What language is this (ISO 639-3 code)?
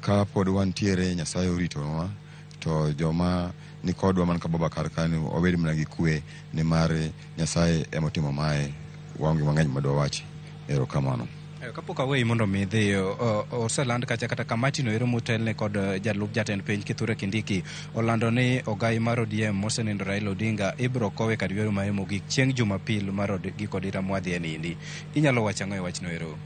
luo